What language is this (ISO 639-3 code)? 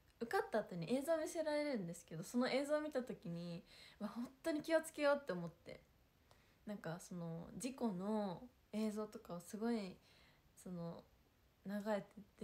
jpn